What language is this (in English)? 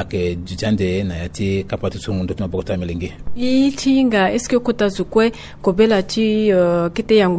Sango